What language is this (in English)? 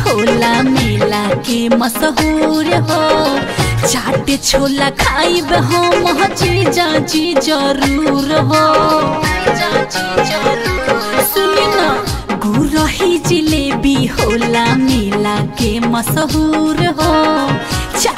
Bhojpuri